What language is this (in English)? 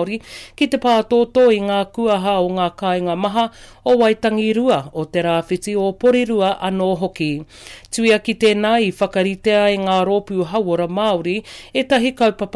Māori